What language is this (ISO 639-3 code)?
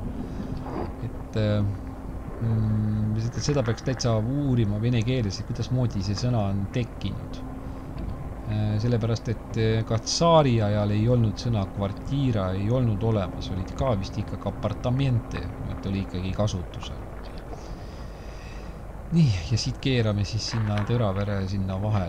est